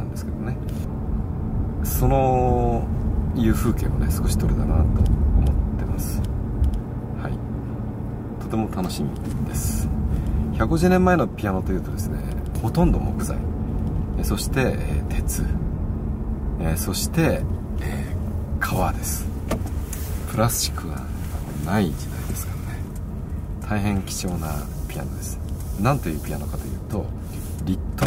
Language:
Japanese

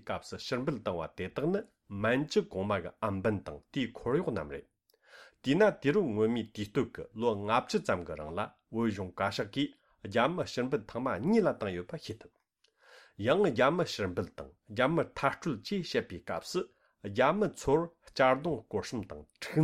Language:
Tibetan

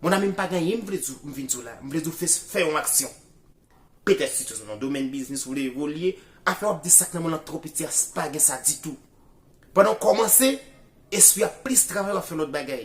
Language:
Haitian Creole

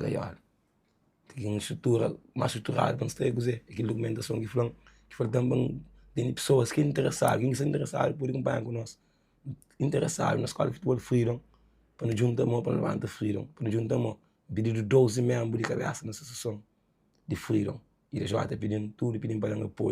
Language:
Kabuverdianu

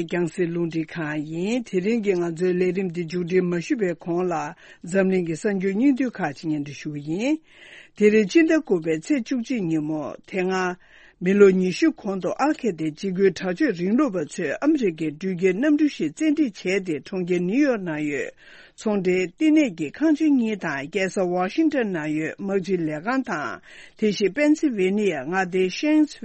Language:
Tibetan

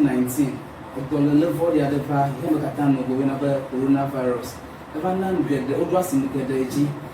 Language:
Ewe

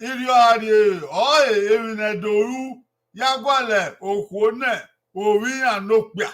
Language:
Bini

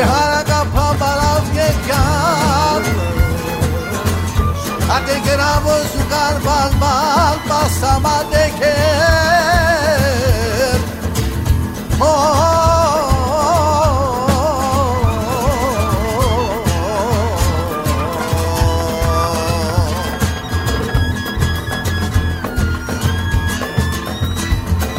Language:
Greek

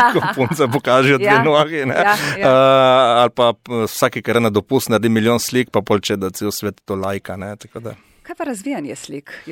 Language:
Slovenian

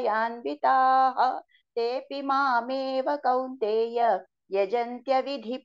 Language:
Sanskrit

